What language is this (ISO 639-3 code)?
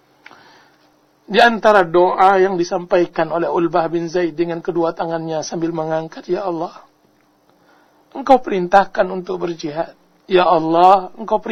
ind